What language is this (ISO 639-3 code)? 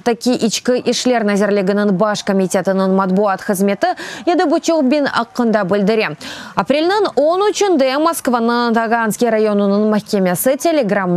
crh